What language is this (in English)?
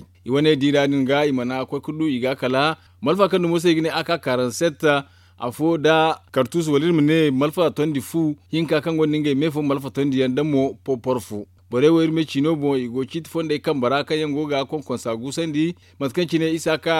Zarma